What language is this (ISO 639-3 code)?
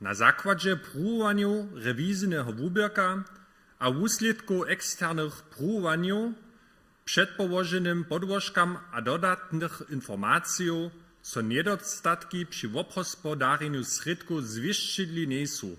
hsb